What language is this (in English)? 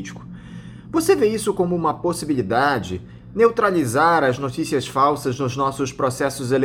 Portuguese